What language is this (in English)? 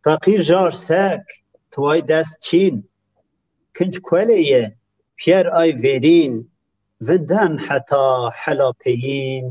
Zaza